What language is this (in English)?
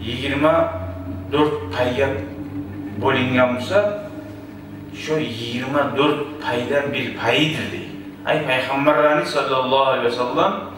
Kumyk